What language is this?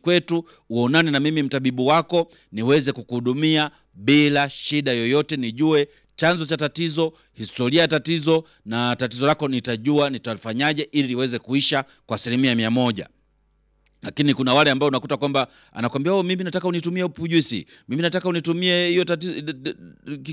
Swahili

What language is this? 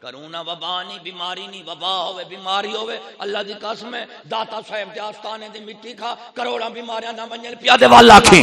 Saraiki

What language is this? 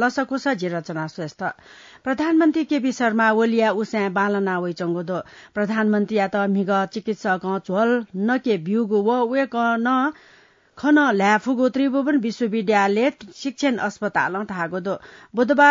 Newari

